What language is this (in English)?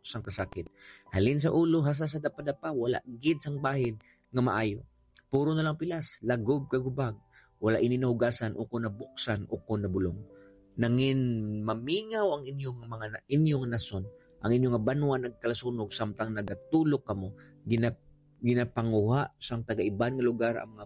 Hiligaynon